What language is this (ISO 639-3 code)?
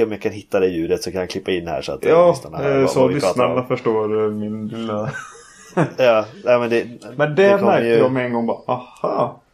swe